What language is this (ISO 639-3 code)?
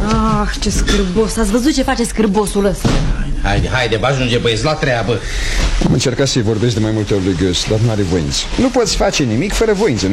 ron